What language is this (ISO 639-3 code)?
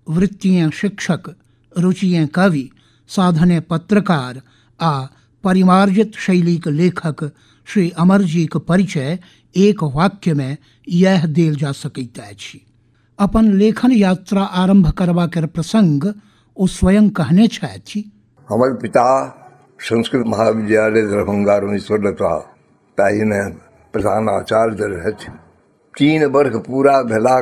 mai